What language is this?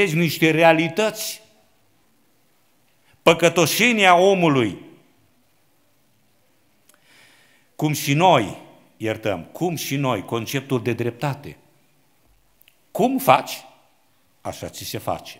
Romanian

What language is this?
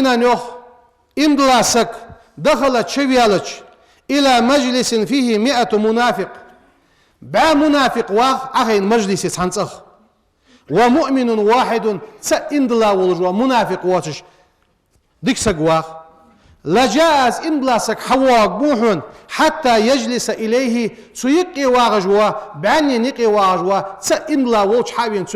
Ingush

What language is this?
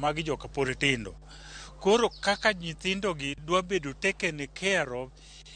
Luo (Kenya and Tanzania)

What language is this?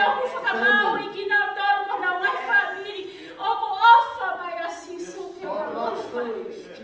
Tongan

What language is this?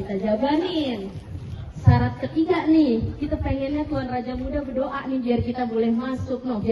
Betawi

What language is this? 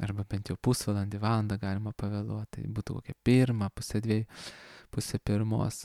Lithuanian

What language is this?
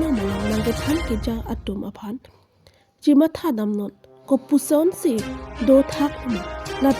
Karbi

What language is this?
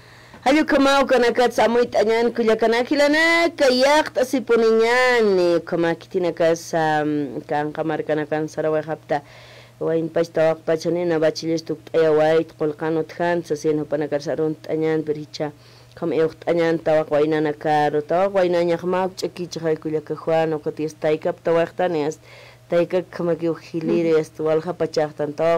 Aymara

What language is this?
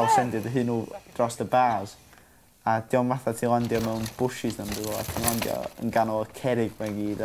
Welsh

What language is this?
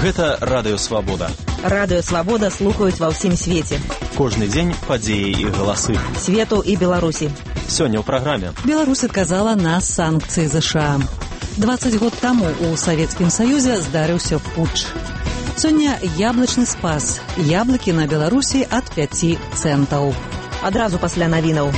Belarusian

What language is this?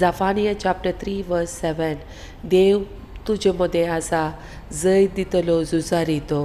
Konkani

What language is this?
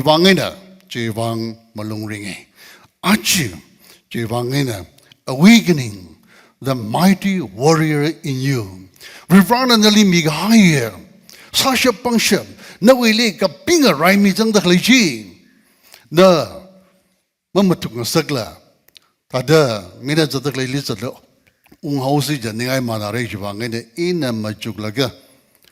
Tangkhul Naga (India)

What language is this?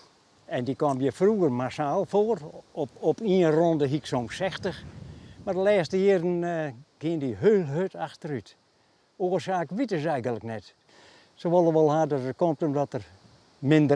Western Frisian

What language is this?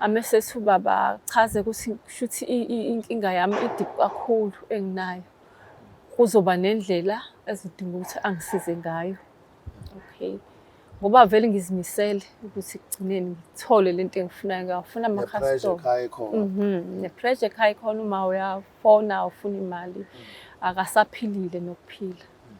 Zulu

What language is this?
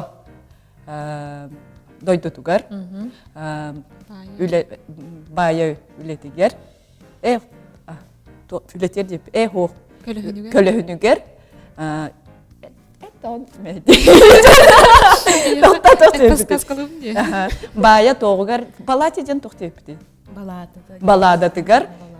Yakut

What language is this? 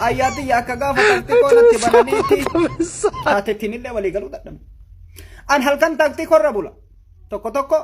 Oromo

